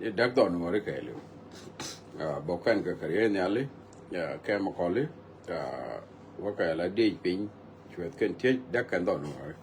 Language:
Nuer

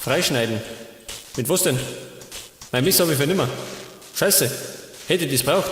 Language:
Bavarian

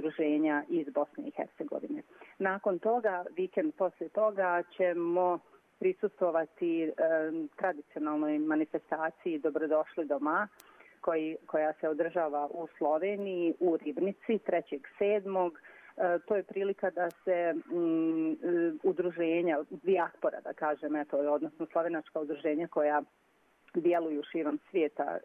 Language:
Bosnian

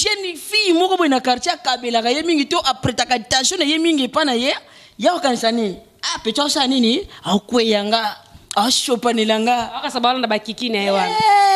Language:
Lingala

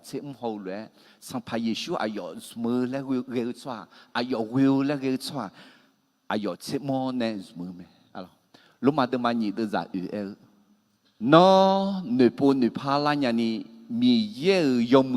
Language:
Akha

